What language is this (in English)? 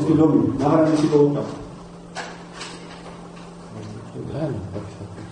Slovak